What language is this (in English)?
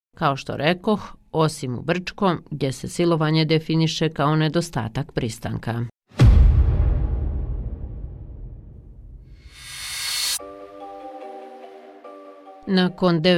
Bosnian